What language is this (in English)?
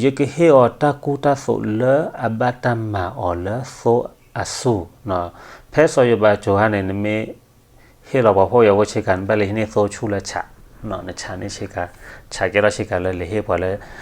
S'gaw Karen